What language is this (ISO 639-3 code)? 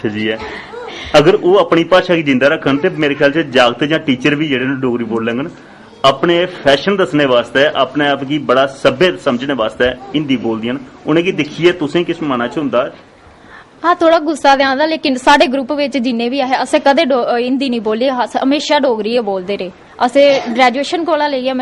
doi